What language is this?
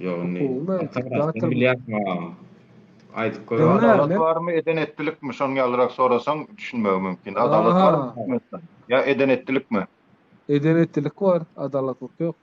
Turkmen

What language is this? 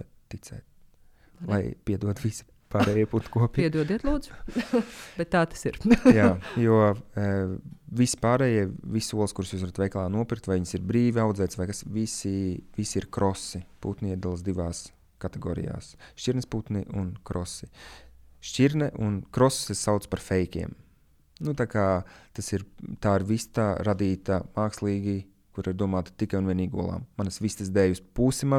Latvian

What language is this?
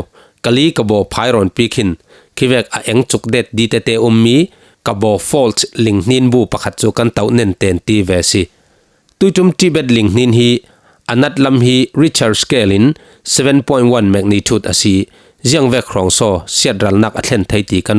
Falam Chin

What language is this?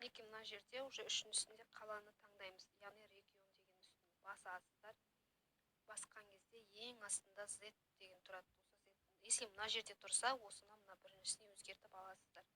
Kazakh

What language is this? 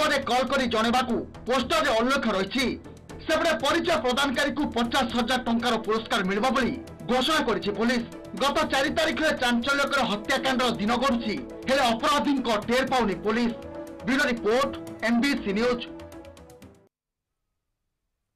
Odia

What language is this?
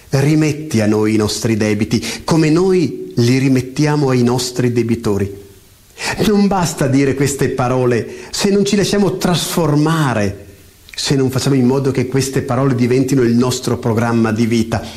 Italian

